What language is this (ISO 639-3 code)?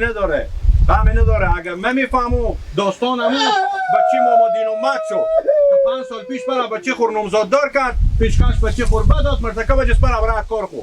fas